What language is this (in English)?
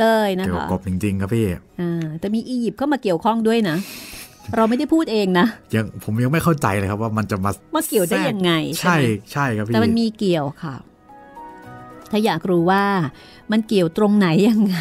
Thai